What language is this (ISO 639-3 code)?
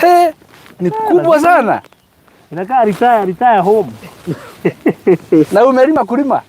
kik